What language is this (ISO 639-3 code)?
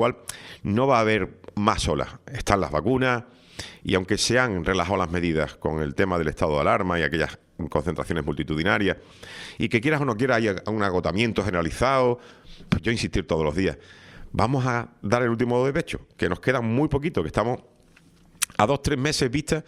spa